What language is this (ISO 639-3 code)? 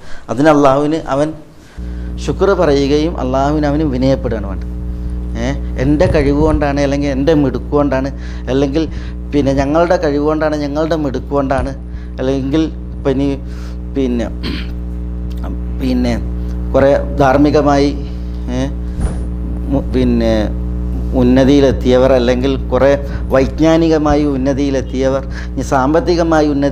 mal